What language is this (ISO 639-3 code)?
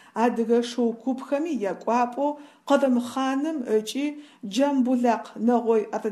ady